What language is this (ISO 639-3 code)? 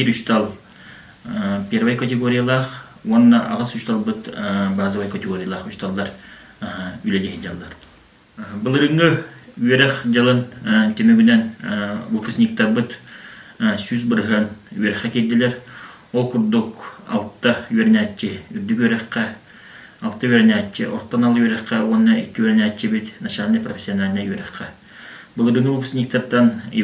sah